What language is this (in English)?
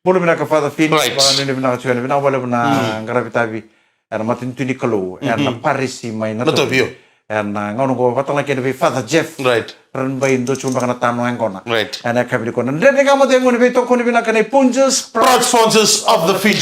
Fijian